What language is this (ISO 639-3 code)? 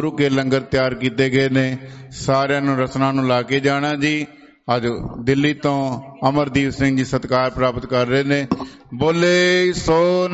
pan